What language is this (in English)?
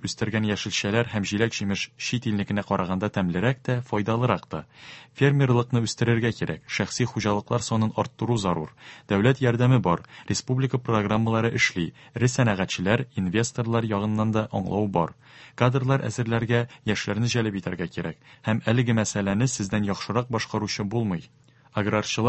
Tatar